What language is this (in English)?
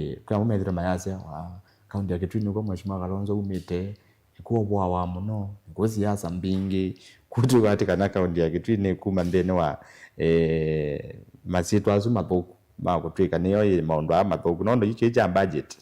Kamba